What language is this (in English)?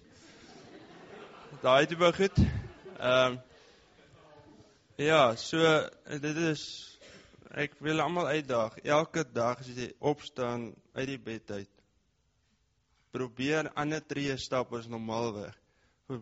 Afrikaans